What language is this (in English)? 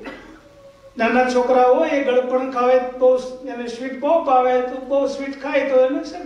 Gujarati